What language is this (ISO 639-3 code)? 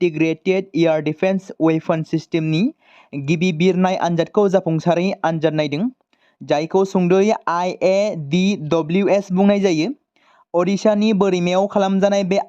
brx